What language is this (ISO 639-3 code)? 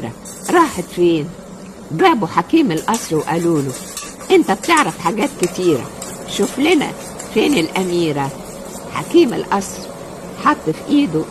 arz